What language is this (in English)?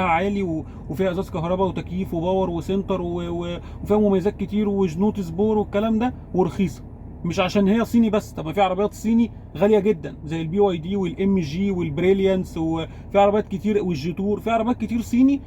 Egyptian Arabic